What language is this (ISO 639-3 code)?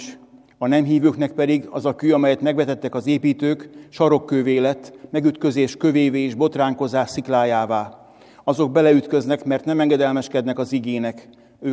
hun